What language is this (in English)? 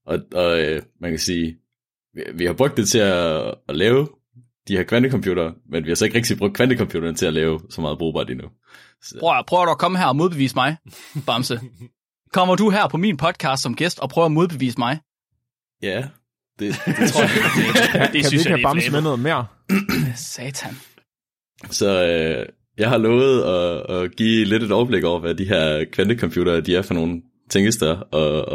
Danish